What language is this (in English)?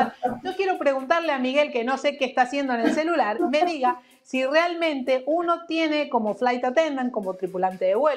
Spanish